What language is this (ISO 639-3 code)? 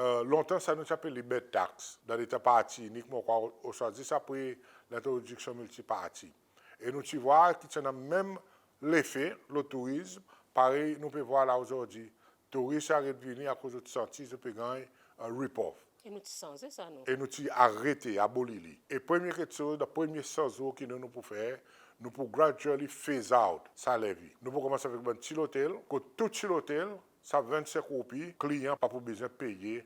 crs